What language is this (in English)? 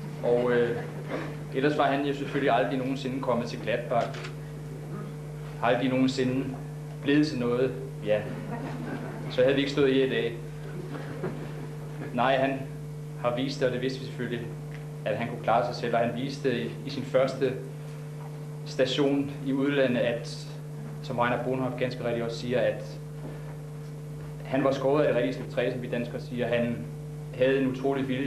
Danish